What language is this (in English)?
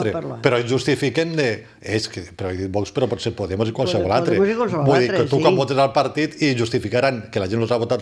Catalan